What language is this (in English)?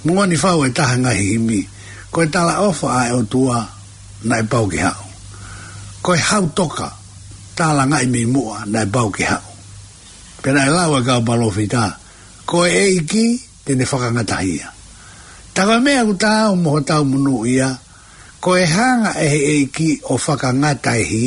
Tongan